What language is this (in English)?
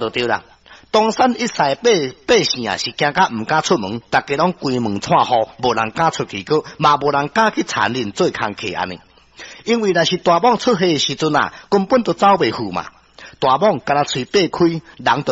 Min Nan Chinese